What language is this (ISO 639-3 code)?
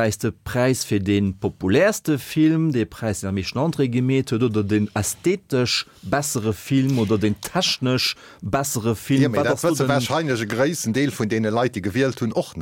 ltz